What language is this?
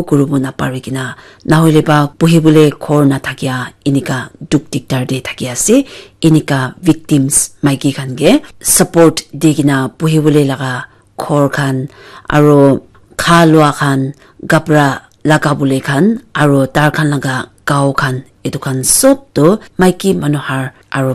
Naga Pidgin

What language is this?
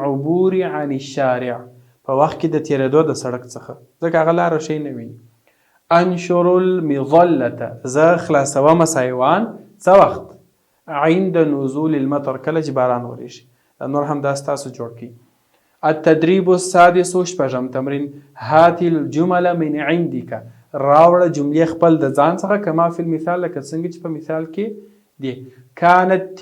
Pashto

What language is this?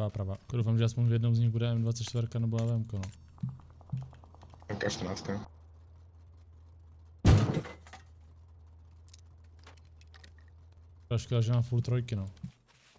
Czech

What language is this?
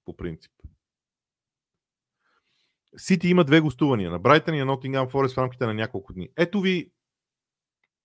Bulgarian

